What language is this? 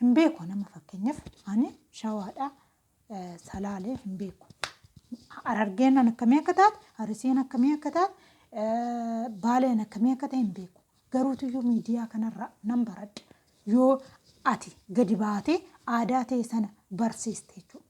Oromo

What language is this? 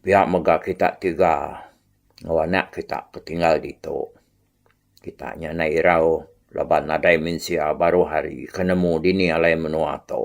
Iban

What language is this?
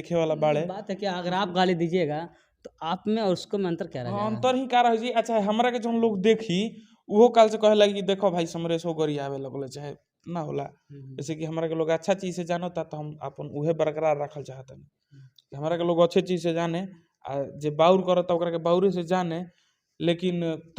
Bhojpuri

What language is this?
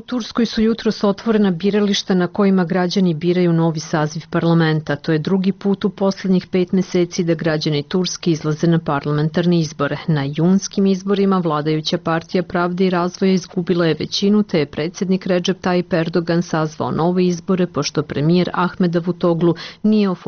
Serbian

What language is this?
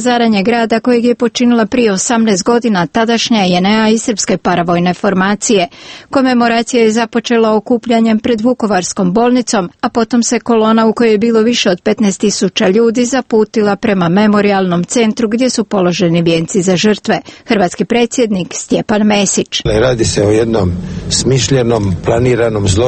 Croatian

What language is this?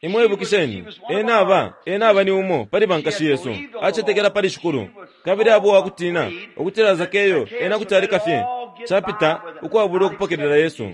Bemba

